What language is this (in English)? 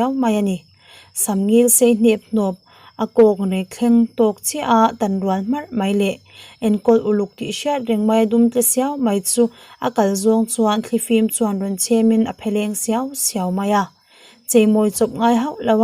Mizo